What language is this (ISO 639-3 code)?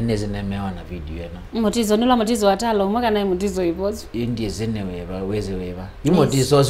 kam